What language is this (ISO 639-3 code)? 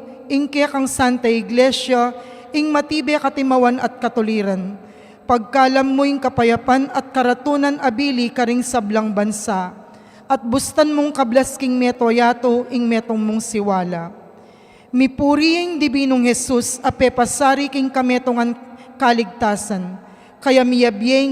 pam